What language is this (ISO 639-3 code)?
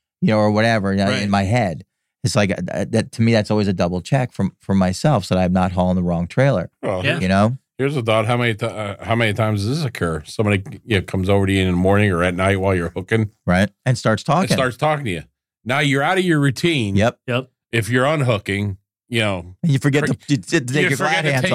eng